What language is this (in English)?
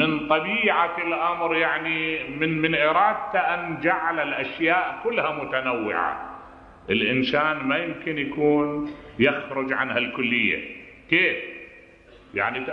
Mesopotamian Arabic